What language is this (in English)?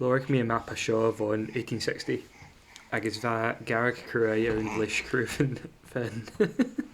Scottish Gaelic